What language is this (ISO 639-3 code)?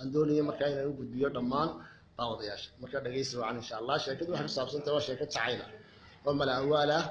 som